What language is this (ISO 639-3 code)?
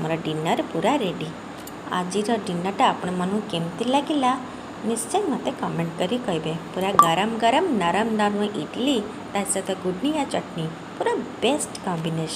ori